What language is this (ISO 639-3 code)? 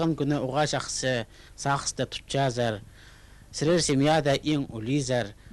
kjh